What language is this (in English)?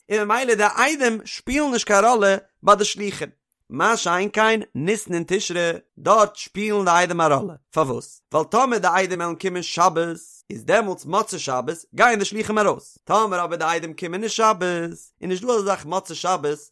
Yiddish